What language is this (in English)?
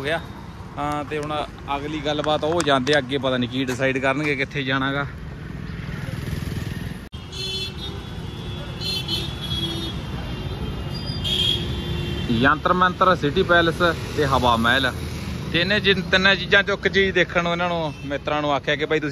Punjabi